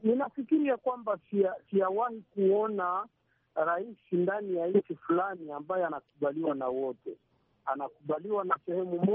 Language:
Swahili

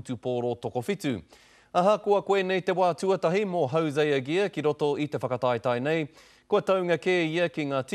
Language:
Māori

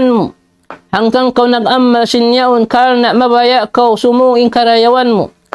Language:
Tausug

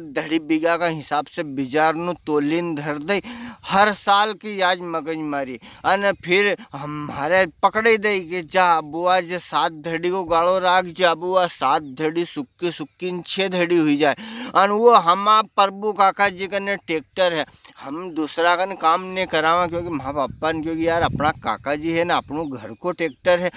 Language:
Rajasthani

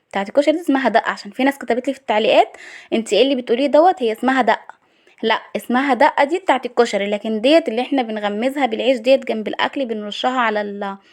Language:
Egyptian Arabic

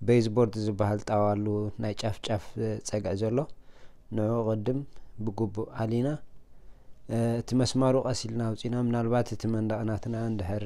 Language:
Tigrinya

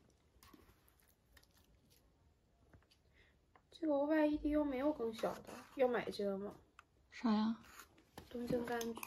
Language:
Chinese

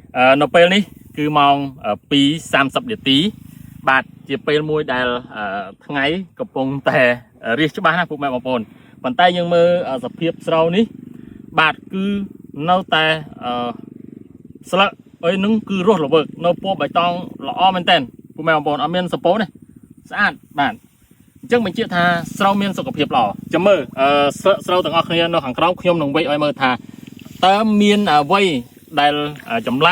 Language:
Khmer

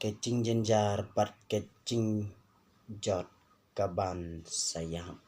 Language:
Khasi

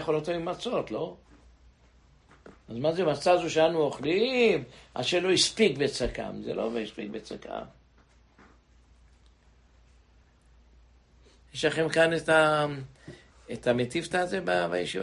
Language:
Hebrew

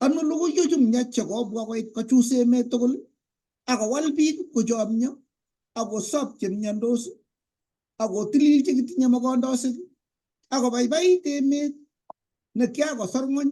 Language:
Kalenjin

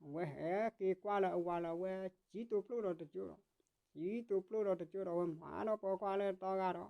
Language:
S'gaw Karen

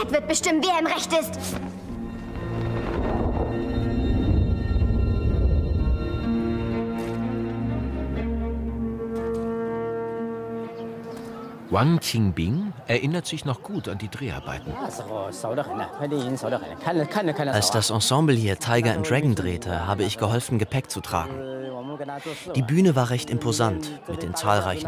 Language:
German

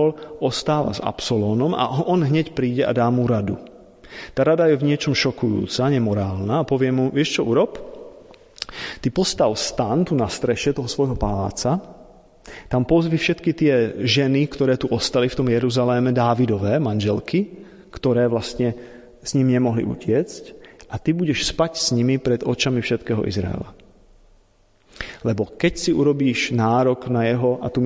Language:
Slovak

